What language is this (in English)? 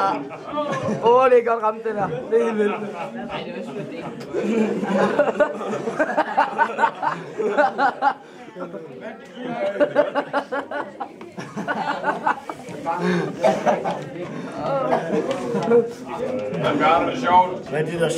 Danish